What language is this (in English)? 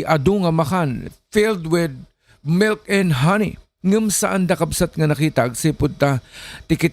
Iloko